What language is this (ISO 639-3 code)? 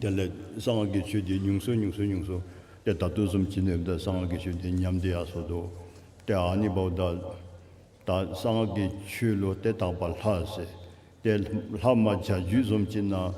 dzo